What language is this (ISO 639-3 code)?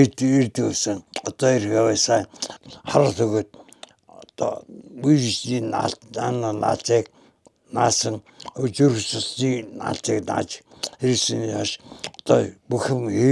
mon